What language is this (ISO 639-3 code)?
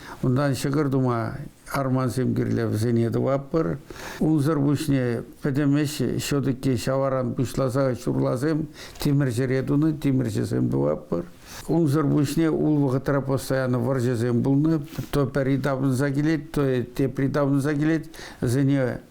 chv